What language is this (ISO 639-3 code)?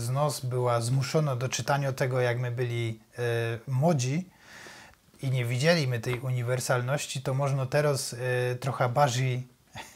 szl